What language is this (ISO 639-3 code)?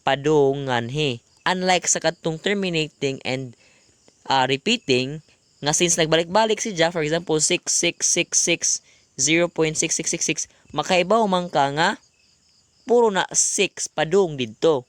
ceb